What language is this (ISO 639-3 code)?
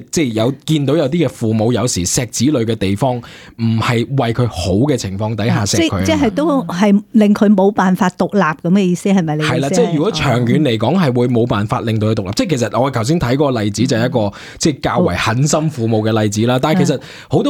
yue